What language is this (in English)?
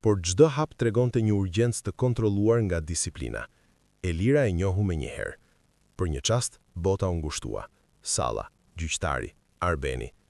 Albanian